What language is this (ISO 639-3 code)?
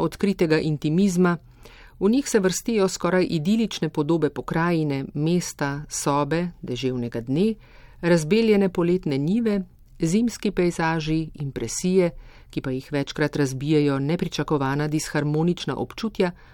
slv